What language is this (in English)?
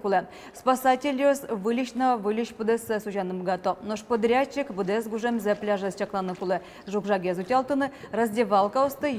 Udmurt